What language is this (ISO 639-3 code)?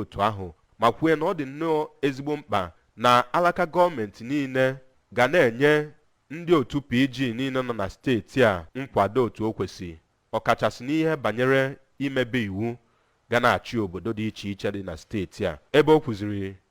ibo